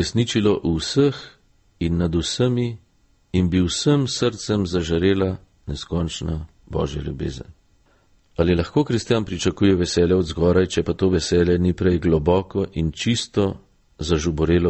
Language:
Slovenian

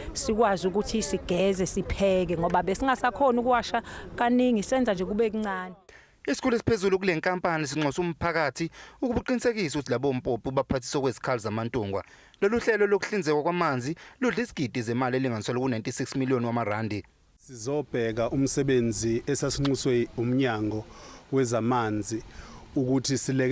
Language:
Zulu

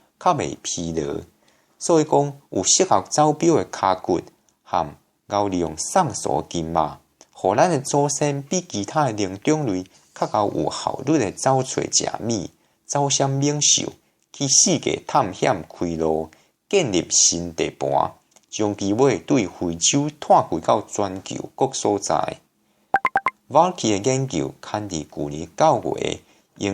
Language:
Min Nan Chinese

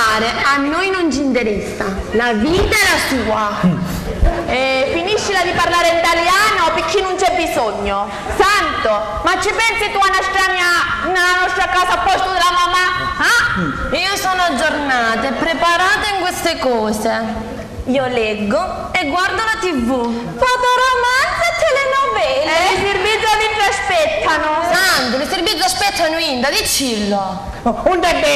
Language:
Sicilian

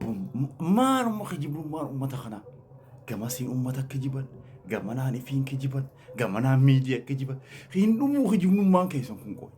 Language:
Oromo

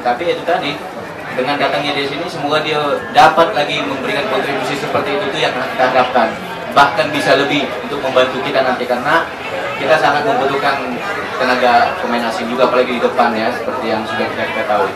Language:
Indonesian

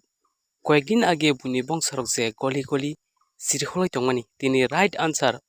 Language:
Kok Borok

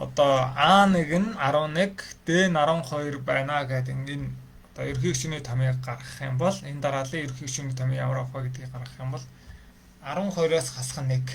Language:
Mongolian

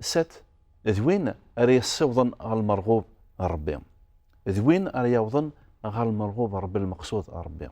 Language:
Kabyle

